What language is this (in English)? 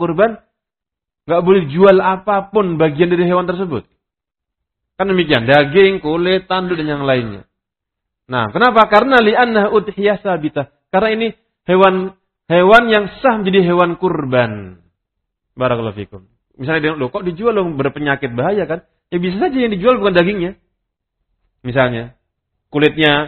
Indonesian